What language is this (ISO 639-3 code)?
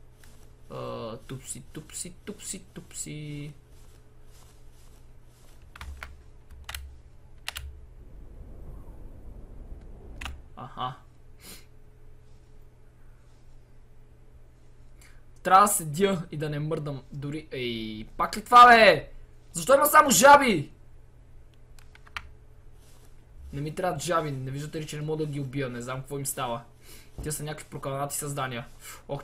bul